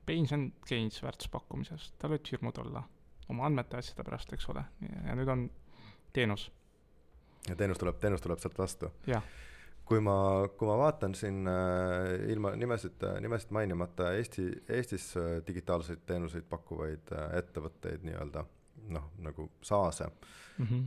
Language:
Estonian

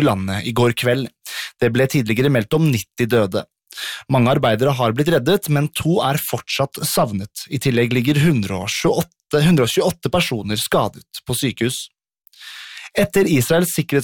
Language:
Norwegian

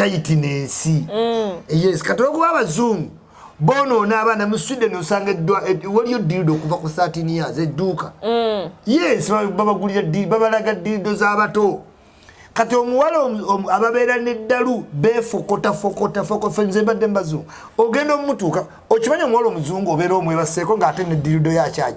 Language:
Ganda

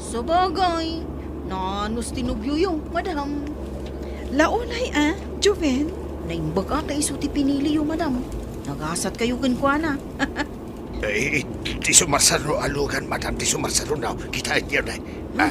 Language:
Iloko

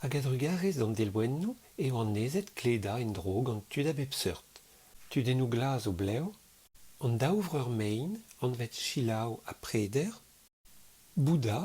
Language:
Breton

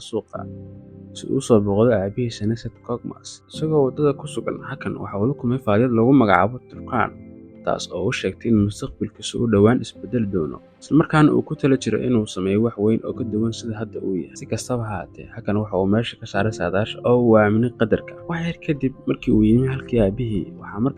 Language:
Somali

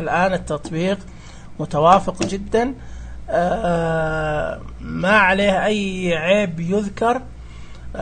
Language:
Najdi Arabic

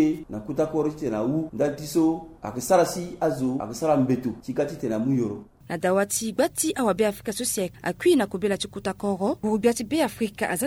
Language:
Sango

